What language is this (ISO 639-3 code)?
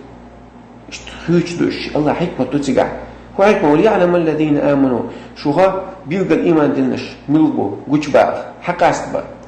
che